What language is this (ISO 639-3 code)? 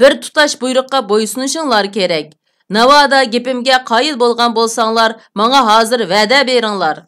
uig